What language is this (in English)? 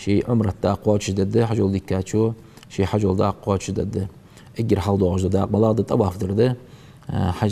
Ingush